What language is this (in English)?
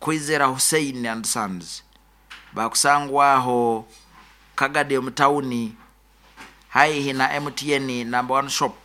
Nyoro